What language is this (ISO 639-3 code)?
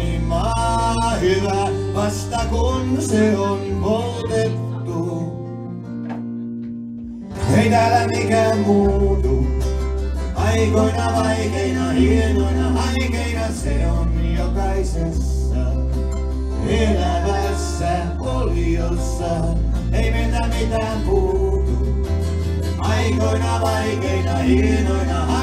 fin